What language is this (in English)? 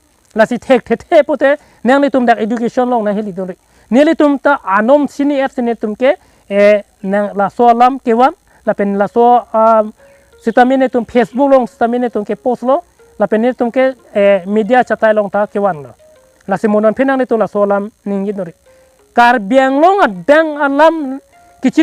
Karbi